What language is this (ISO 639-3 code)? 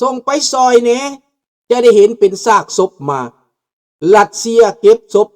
lao